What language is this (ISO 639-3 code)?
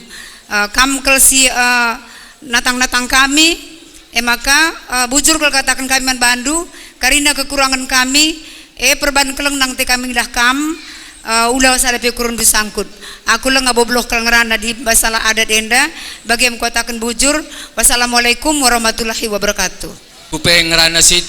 btx